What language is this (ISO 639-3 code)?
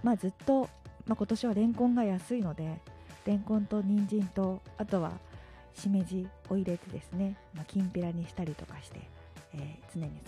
jpn